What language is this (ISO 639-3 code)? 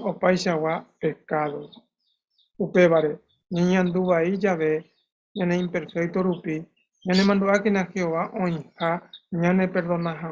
grn